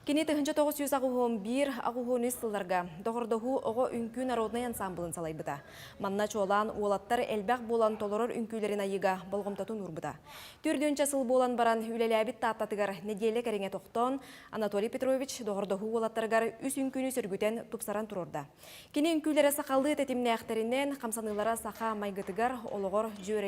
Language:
Yakut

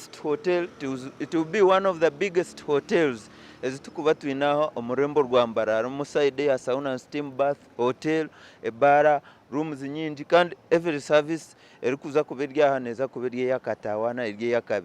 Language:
Nyankole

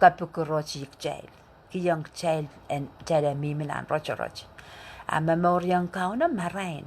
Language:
Pohnpeian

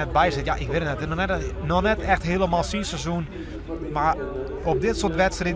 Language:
Western Frisian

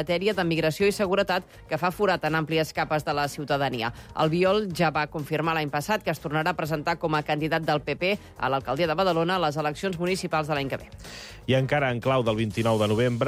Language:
Catalan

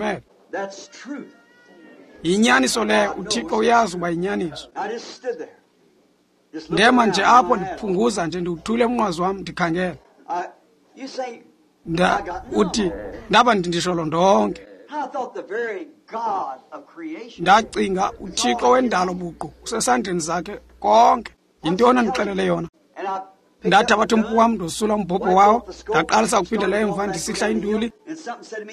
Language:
Xhosa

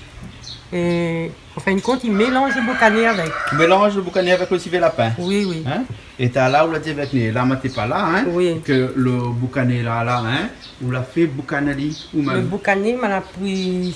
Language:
Réunion Creole French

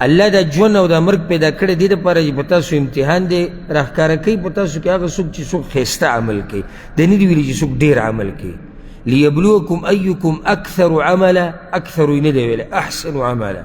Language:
Pashto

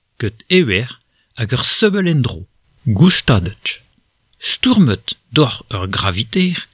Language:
Breton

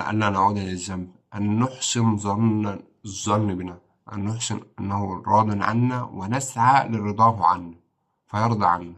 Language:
Egyptian Arabic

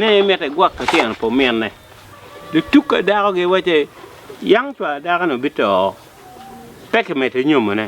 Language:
Acoli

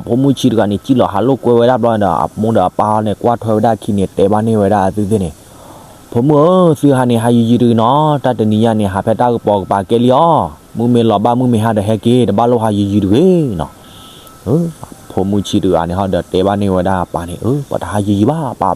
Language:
S'gaw Karen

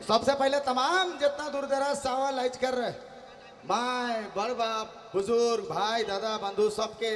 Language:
Sadri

